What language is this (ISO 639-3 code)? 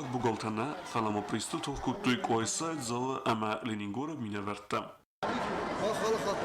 oss